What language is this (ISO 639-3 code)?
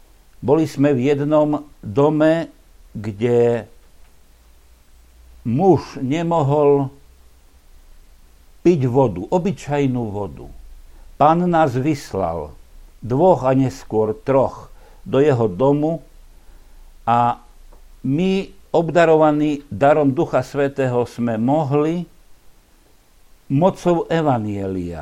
slk